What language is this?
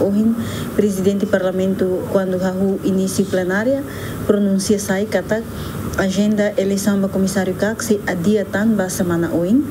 Tetum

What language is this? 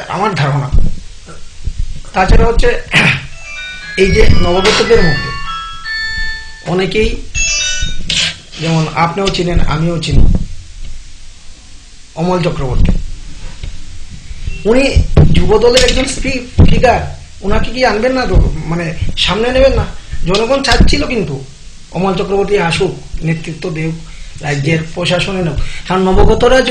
Bangla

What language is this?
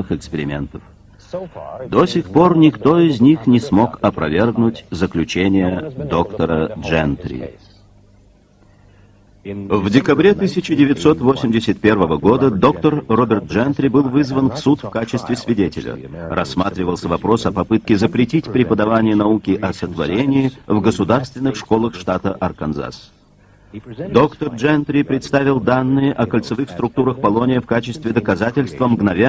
Russian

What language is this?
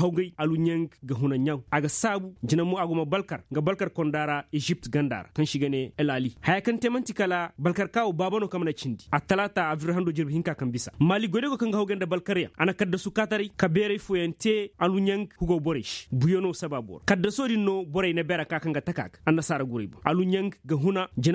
Koyraboro Senni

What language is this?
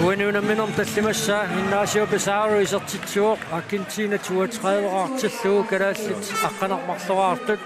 Kalaallisut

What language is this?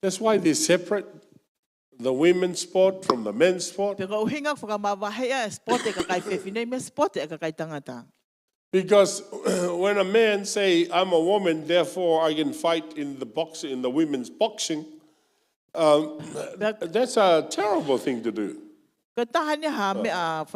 Tongan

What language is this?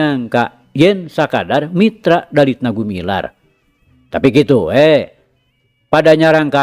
Sundanese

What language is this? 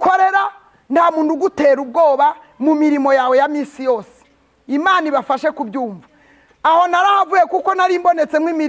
Kinyarwanda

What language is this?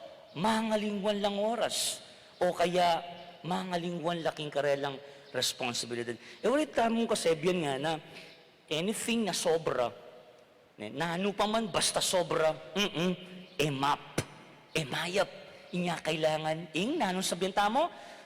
Pampanga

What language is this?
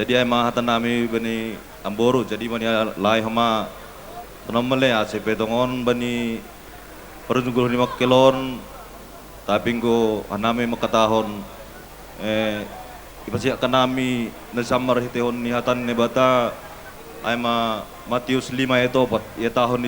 Batak Simalungun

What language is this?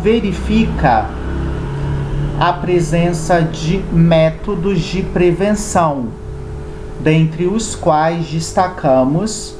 Portuguese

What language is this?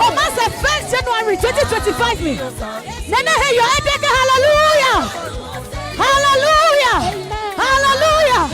Adangme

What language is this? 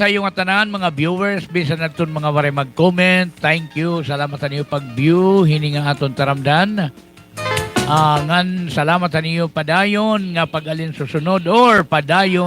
Waray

